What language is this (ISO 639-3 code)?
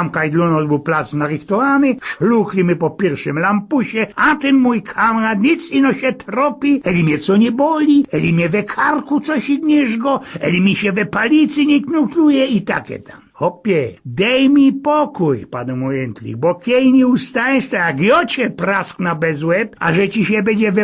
szl